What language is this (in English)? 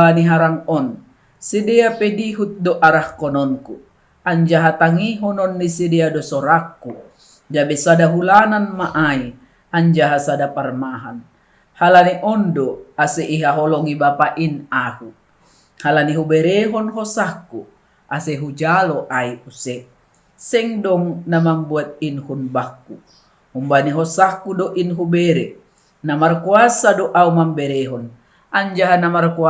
Batak Simalungun